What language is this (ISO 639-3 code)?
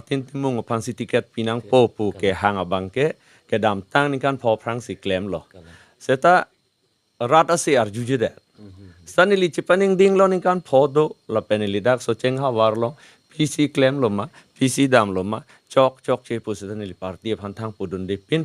mjw